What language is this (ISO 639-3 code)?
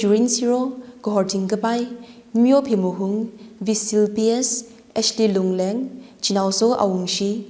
nmf